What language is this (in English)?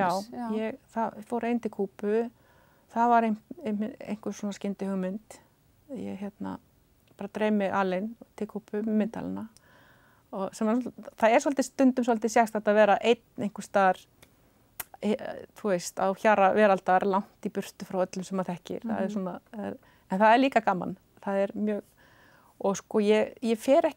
Icelandic